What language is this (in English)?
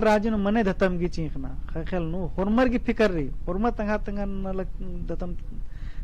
Kurukh